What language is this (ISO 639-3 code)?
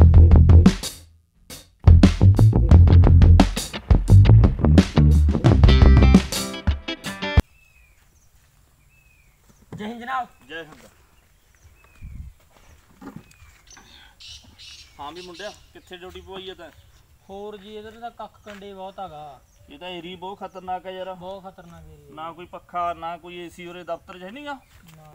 pan